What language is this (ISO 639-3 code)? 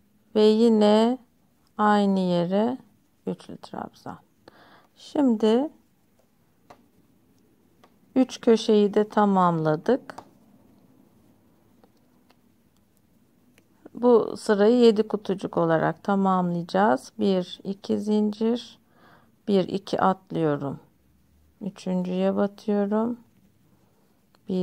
tur